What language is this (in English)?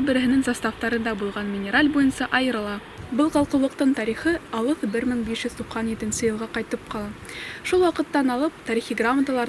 Bashkir